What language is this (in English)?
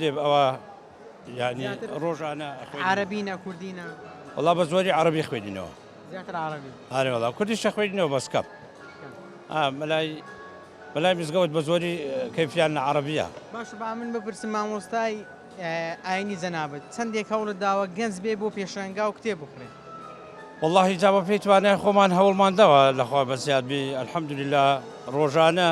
Central Kurdish